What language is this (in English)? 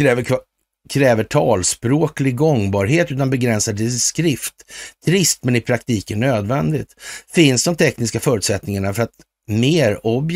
Swedish